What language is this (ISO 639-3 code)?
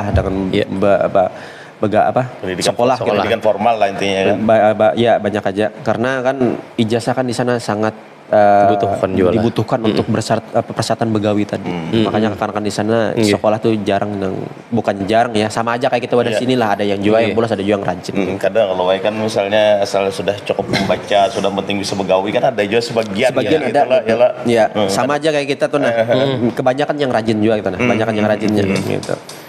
bjn